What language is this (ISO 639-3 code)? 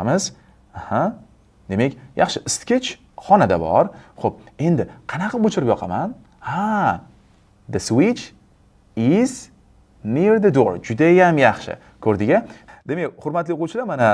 uzb